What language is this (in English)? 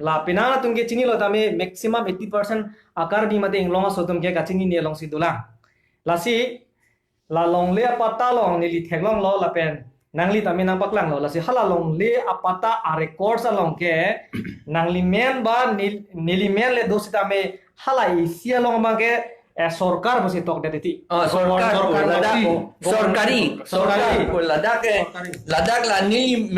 Karbi